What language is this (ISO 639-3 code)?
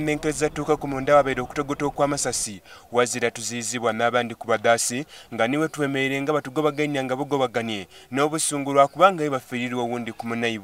xog